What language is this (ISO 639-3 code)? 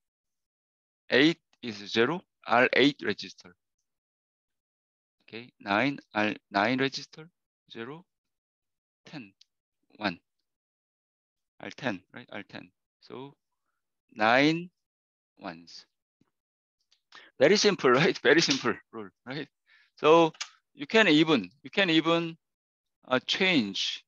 eng